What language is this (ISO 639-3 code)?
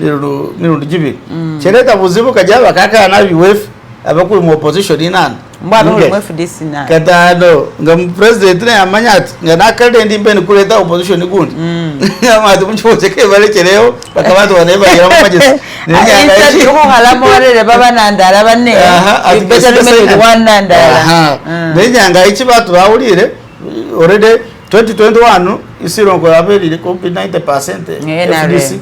myx